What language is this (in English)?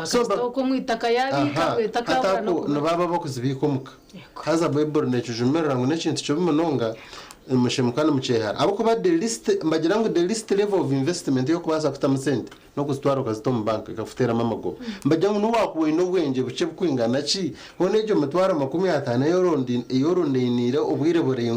Nyankole